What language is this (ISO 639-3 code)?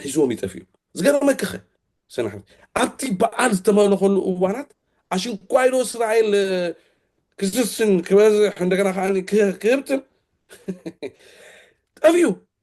tir